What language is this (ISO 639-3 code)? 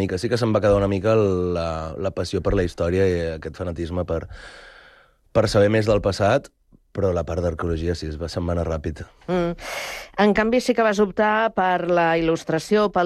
cat